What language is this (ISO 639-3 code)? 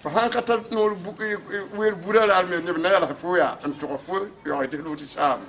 mos